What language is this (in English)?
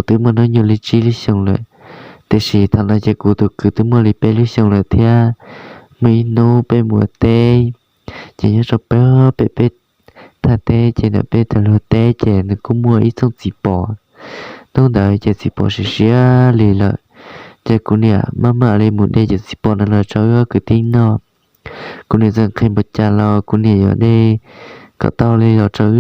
Hmong